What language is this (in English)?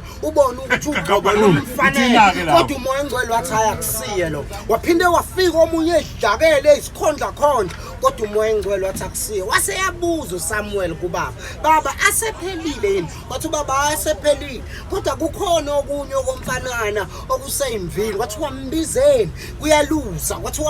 Zulu